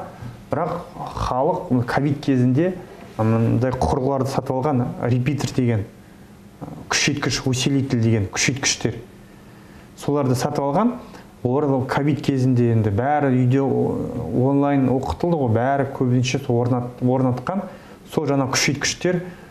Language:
Kazakh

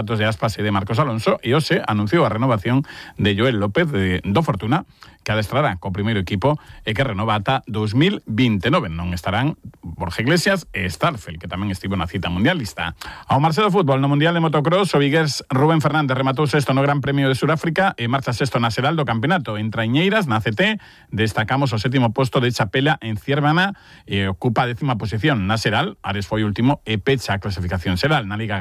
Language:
Galician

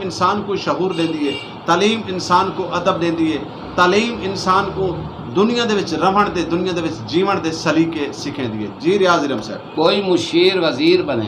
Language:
Saraiki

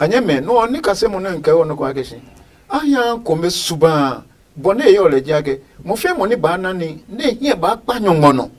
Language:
Adangme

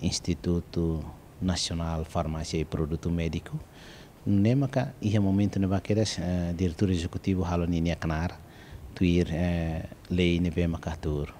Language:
Tetum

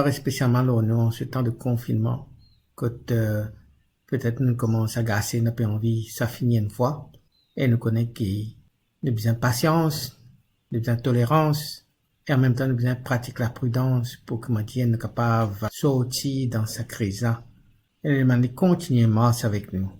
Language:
Morisyen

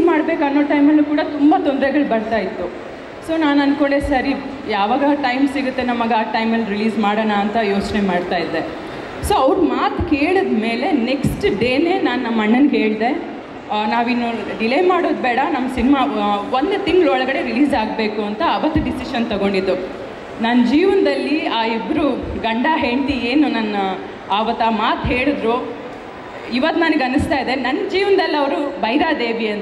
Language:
Kannada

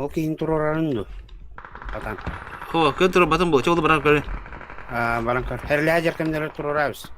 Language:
Yakut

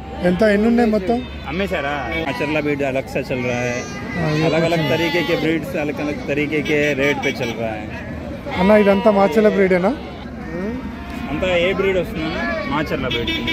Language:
Telugu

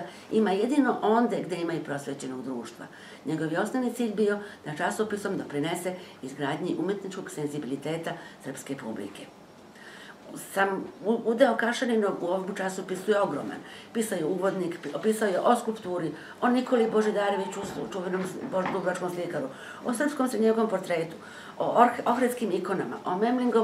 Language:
Serbian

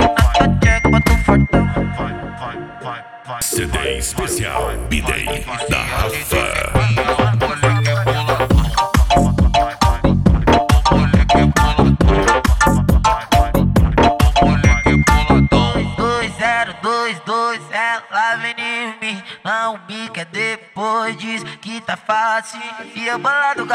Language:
Portuguese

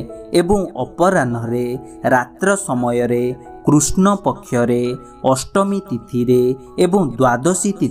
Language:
Odia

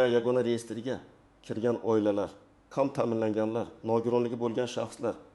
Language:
Uzbek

